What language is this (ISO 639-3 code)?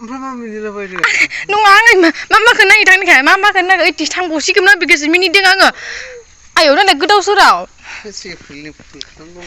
brx